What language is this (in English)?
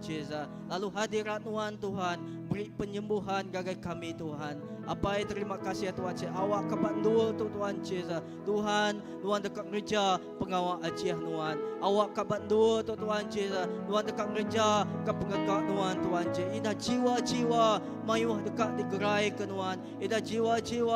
Iban